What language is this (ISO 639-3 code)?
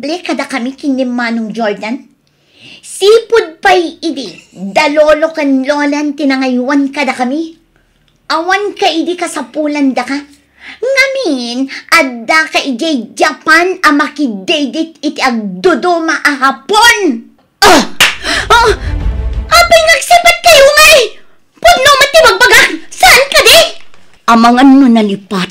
ilo